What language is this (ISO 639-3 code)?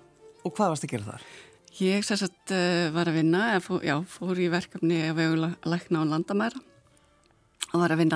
isl